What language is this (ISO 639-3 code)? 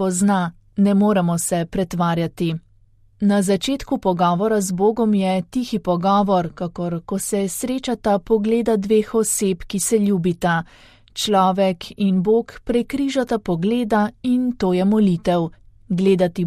slv